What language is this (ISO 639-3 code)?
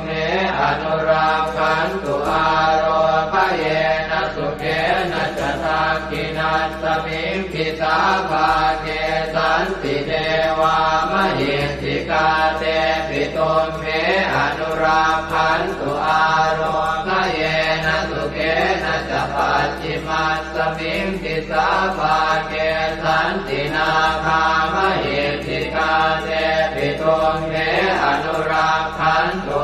pli